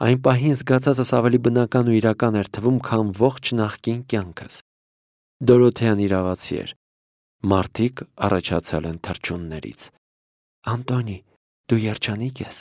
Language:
Armenian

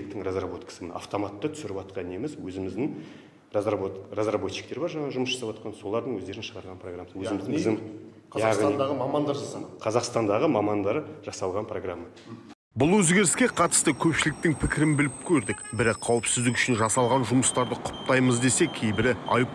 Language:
Kazakh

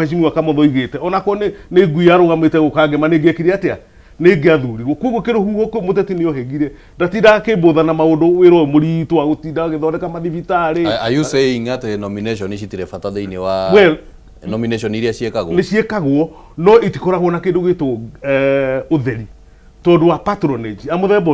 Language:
Kikuyu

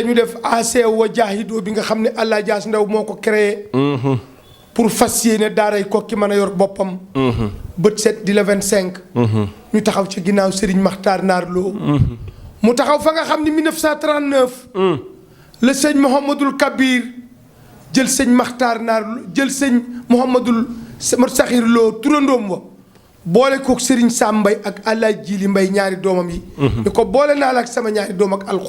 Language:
Wolof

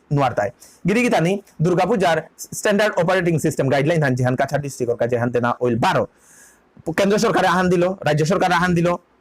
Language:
Bishnupriya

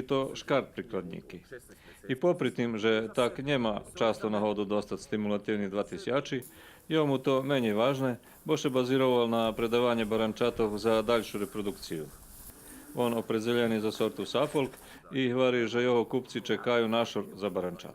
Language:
Rusyn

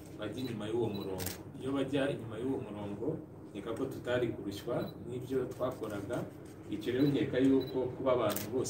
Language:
Kinyarwanda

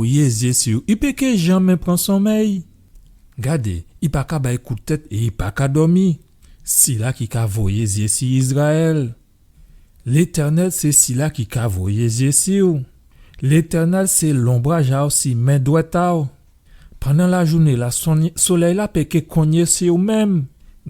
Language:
Guadeloupean Creole French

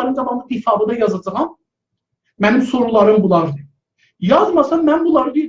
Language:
South Azerbaijani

